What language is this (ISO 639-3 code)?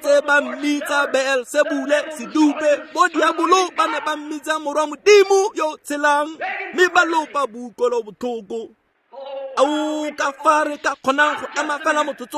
tsn